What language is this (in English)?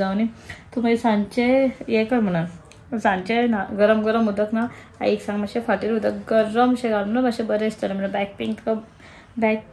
Konkani